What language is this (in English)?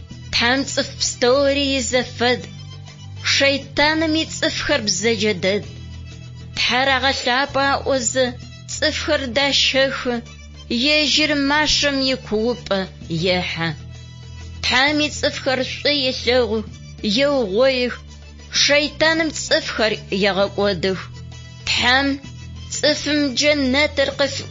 Adyghe